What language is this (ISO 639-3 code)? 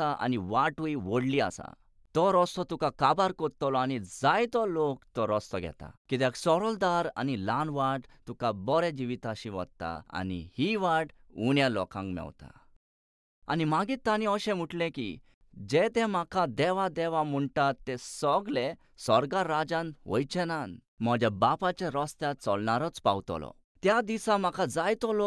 kok